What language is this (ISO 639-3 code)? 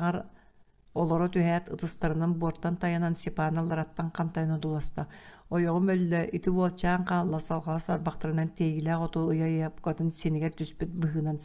sah